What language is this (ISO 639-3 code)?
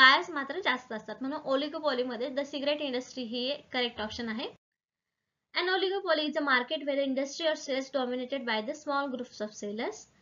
mar